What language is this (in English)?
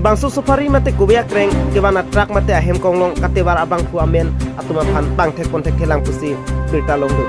Karbi